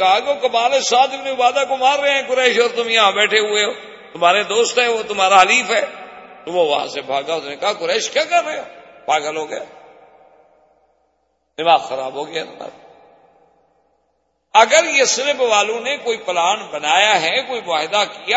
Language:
Urdu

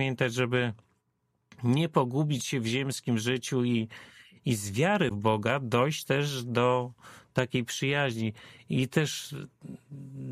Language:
Polish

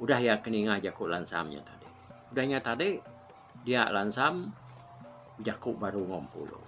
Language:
Iban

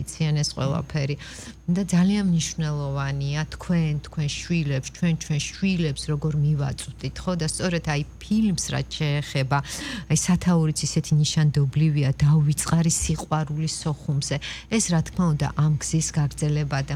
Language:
Georgian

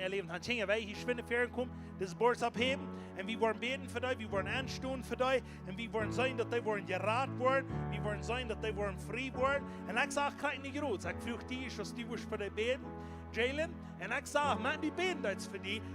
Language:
Plautdietsch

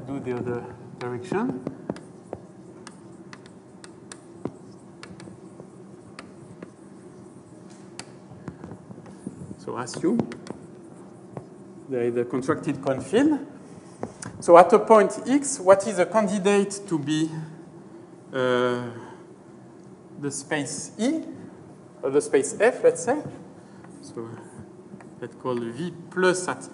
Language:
English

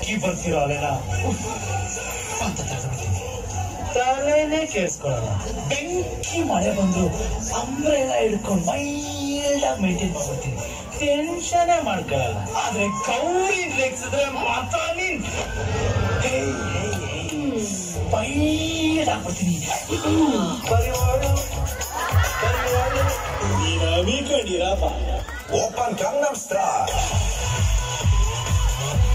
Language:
Kannada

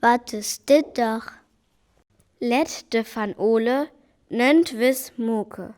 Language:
Northern Frisian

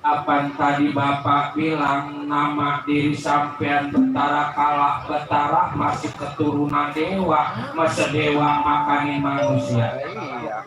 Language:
Betawi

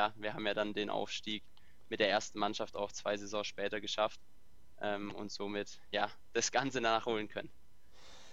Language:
German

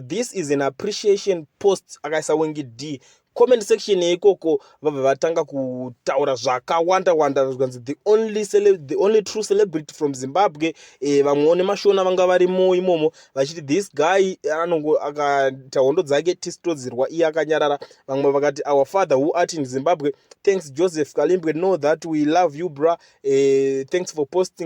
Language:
Shona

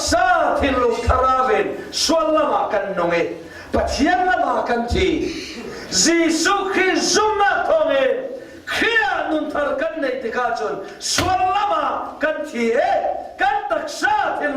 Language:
Falam Chin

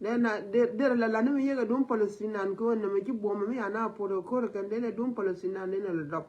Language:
Nuer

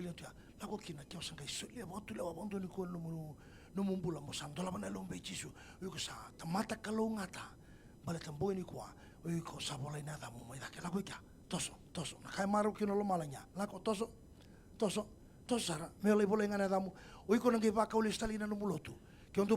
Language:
Fijian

